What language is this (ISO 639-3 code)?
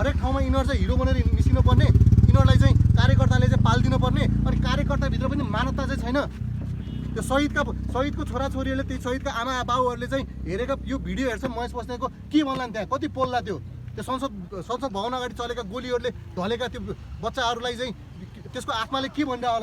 nep